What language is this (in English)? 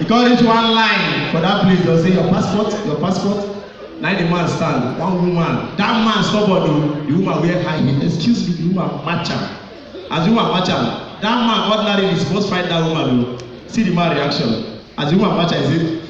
Nigerian Pidgin